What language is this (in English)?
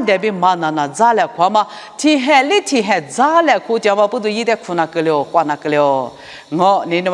Lisu